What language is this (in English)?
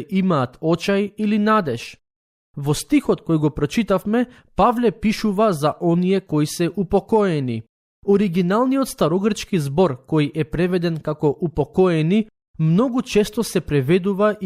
Macedonian